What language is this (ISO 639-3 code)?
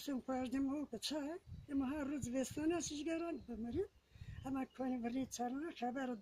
zza